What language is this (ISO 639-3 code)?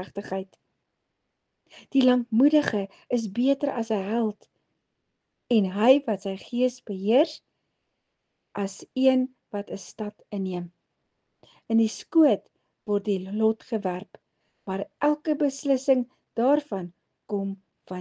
afr